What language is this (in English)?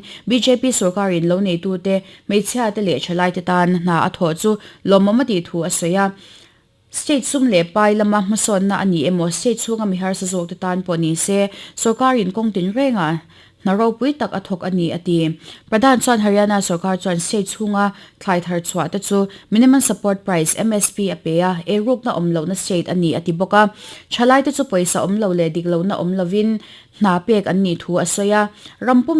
Mizo